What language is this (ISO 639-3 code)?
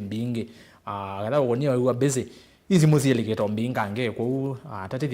kam